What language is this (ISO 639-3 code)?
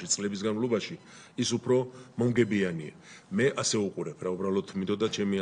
kat